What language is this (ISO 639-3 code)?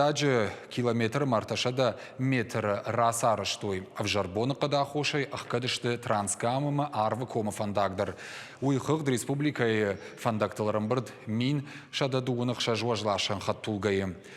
oss